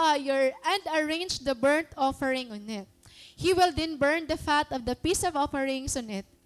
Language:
Waray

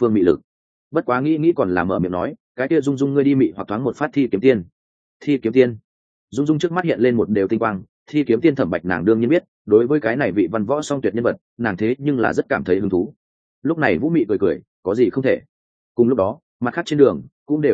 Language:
Vietnamese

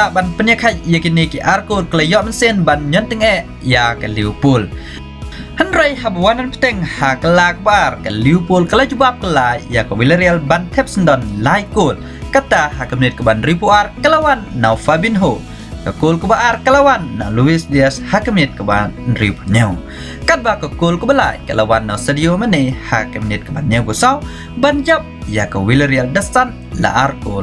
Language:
Khasi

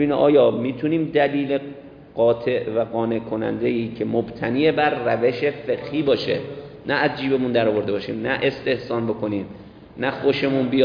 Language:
Persian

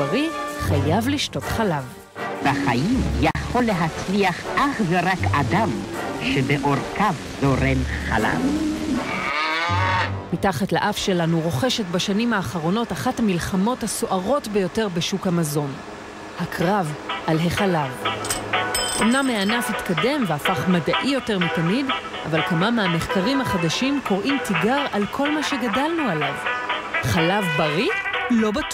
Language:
Hebrew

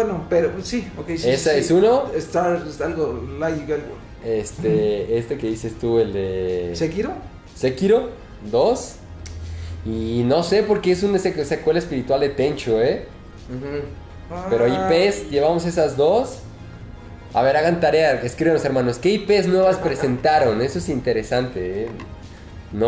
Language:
Spanish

